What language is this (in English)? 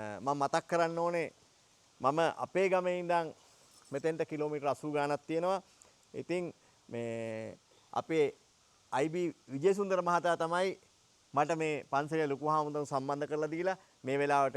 Sinhala